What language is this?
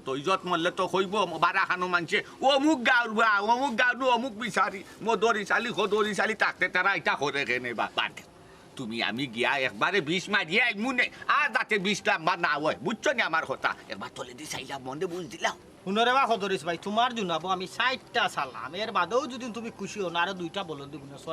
Sylheti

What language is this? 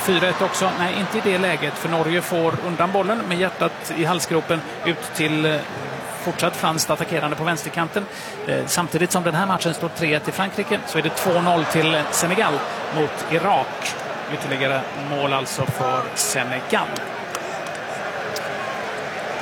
Swedish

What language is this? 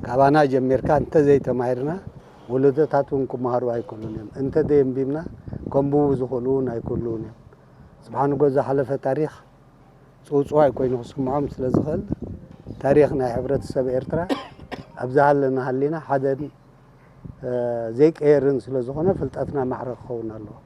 Tigrinya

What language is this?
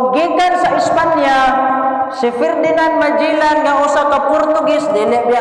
Cebuano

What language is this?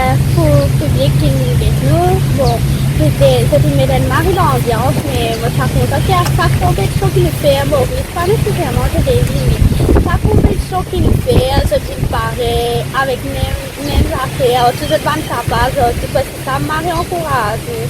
Morisyen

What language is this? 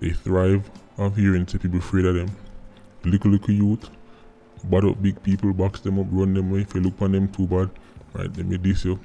Jamaican Creole English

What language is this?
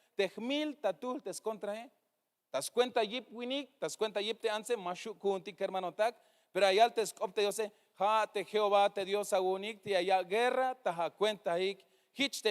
Tzeltal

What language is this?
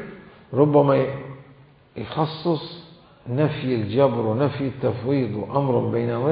Mesopotamian Arabic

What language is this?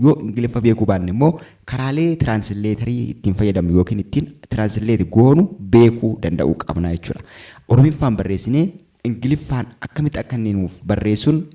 Oromo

